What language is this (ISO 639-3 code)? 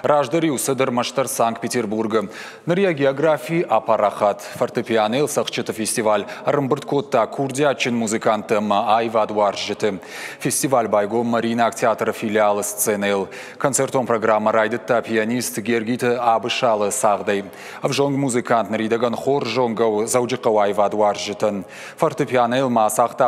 oss